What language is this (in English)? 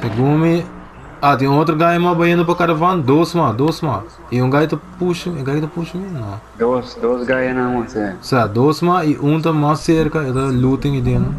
Papiamento